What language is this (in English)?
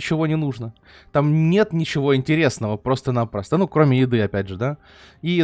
Russian